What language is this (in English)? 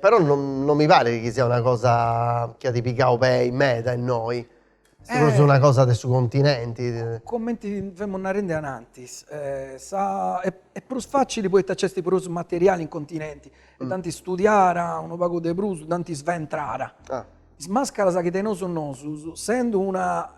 Sardinian